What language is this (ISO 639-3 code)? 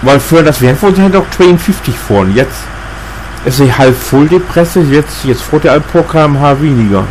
nds